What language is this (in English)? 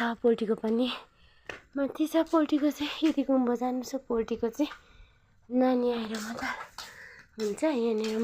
Nepali